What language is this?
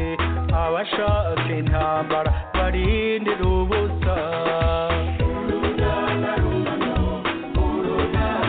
Kinyarwanda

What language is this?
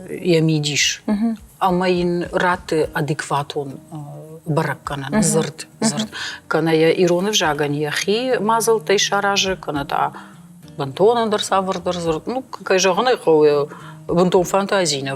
Ossetic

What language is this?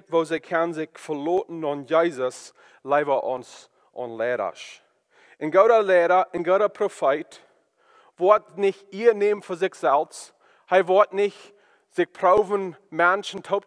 Plautdietsch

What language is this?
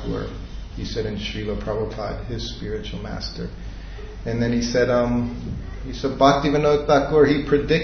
English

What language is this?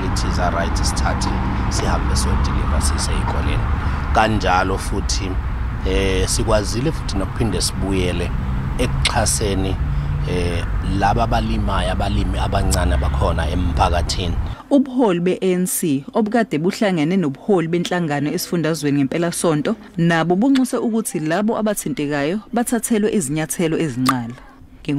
Zulu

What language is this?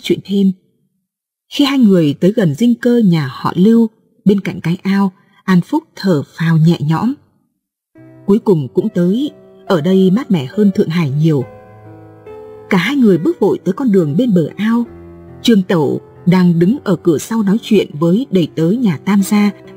Vietnamese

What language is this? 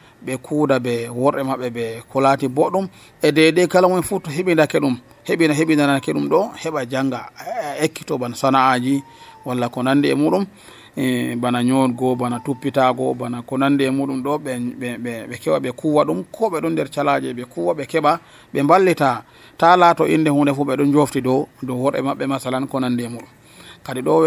Nigerian Fulfulde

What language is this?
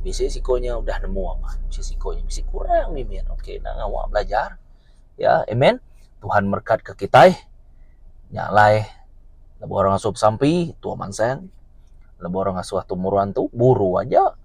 Iban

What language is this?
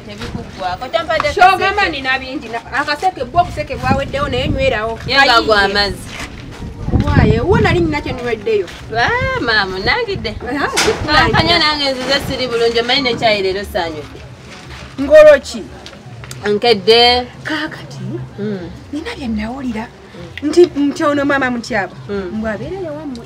Ganda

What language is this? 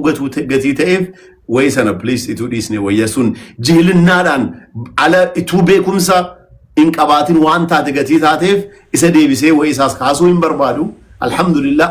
Oromo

